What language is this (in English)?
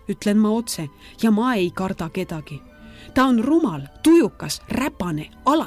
Estonian